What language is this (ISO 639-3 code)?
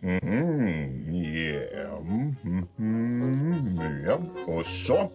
fao